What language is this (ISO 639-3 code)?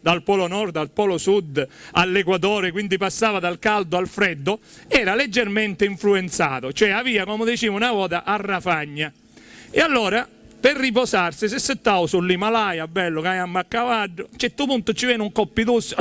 scn